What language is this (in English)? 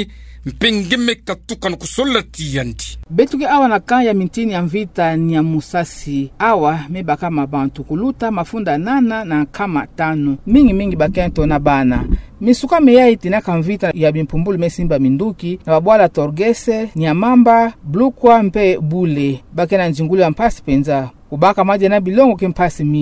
Kituba (Democratic Republic of Congo)